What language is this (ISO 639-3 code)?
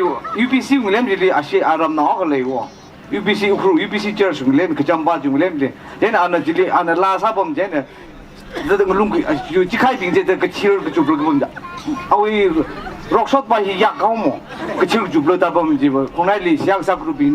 nmf